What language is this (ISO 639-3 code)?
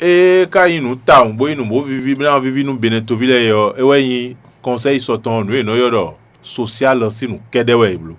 fon